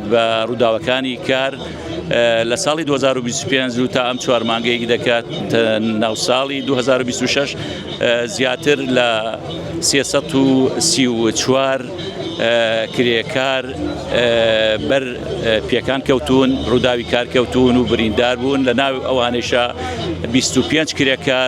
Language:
Central Kurdish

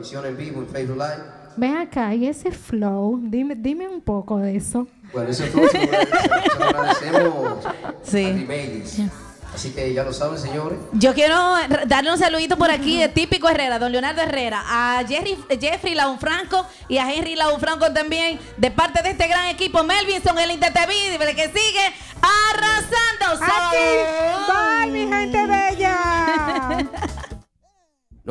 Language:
Spanish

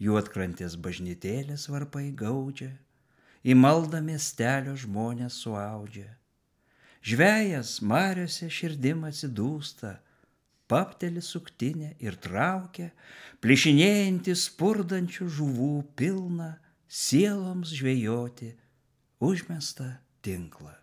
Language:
Lithuanian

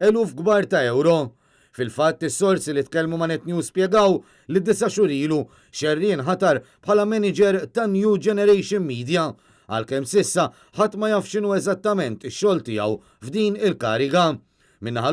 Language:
Maltese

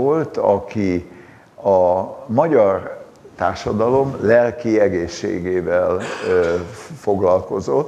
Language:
Hungarian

